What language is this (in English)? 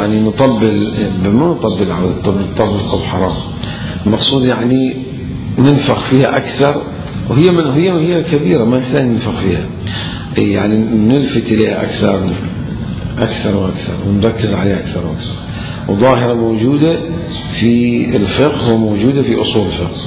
Mesopotamian Arabic